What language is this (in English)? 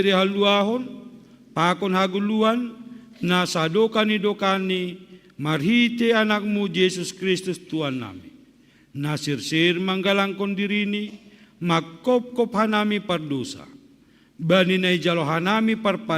Batak Simalungun